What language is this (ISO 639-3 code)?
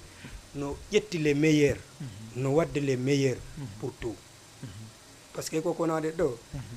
ful